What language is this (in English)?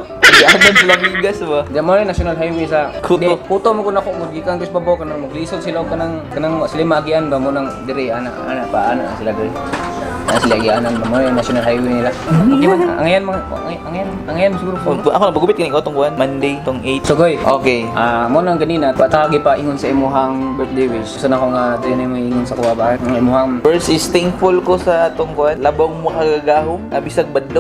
Cebuano